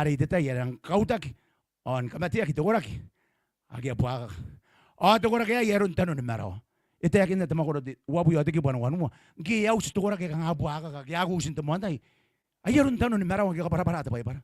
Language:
Gilbertese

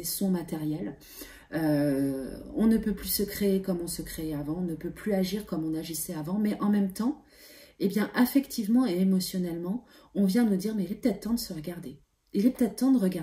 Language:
French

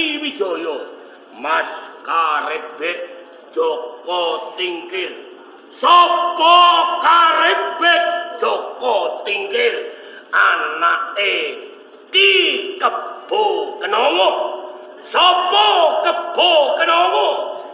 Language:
Javanese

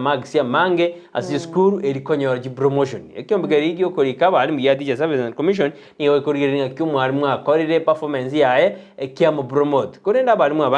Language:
Gusii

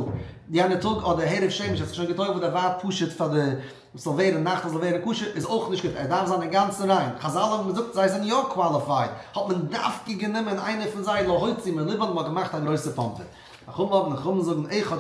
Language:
Yiddish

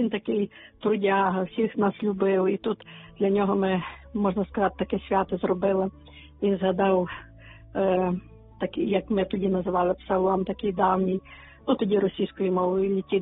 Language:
Ukrainian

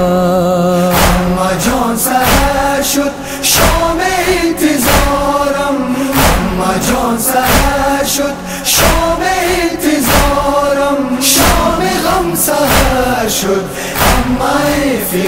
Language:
Persian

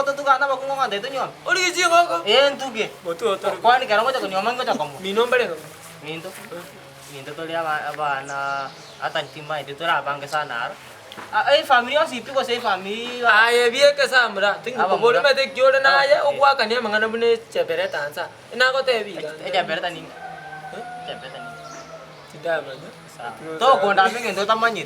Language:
Gusii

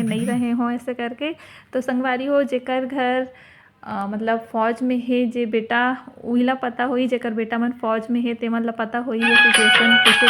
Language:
Chhattisgarhi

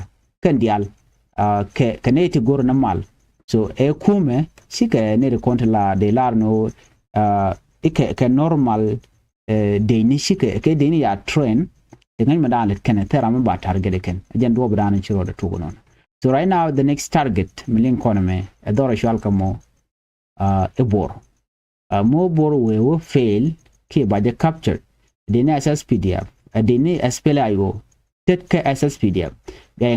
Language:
Nuer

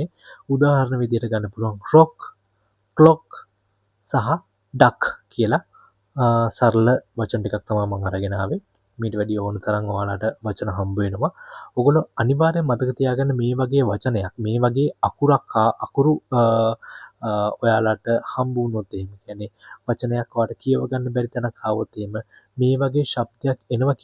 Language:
Sinhala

